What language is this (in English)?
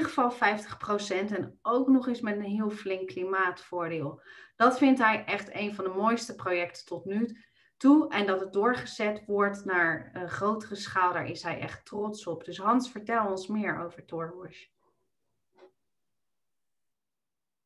Dutch